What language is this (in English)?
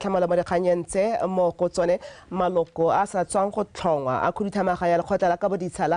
Tswana